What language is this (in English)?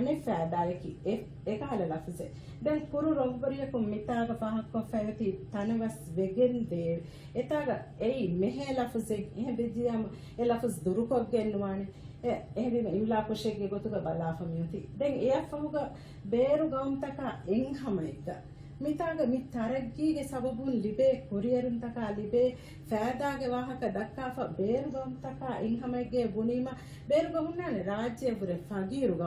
Divehi